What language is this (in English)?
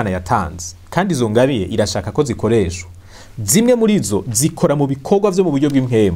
Rundi